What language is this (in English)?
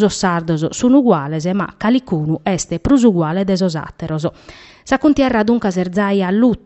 Sardinian